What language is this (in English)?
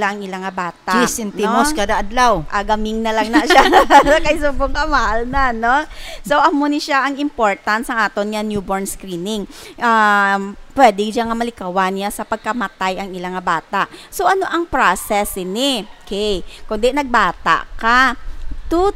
Hiligaynon